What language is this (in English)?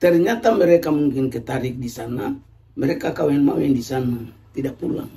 Ambonese Malay